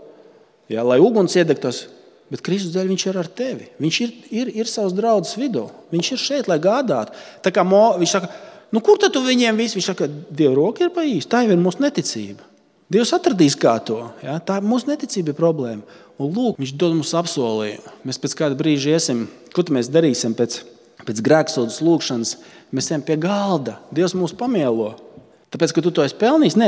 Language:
Latvian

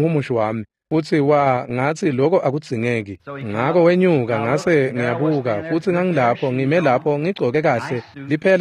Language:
Swati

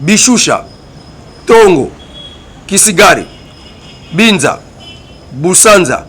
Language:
Lingala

